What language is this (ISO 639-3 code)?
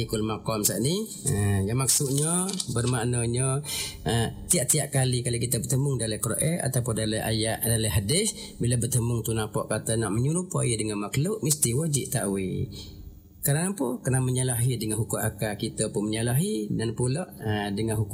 msa